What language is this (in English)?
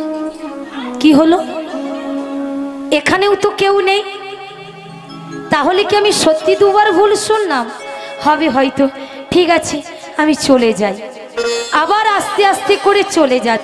Bangla